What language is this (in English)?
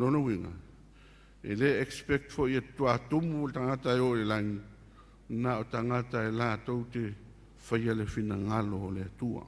Samoan